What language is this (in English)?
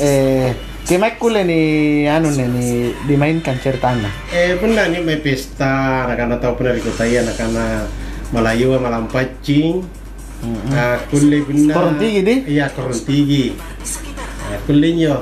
Makasar